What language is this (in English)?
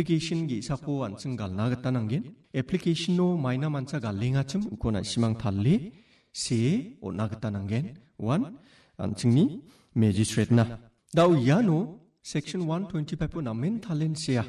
Garo